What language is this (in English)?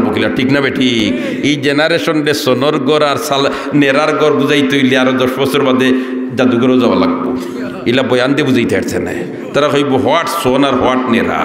Sylheti